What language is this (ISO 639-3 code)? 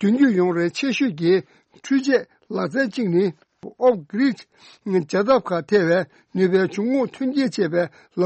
bod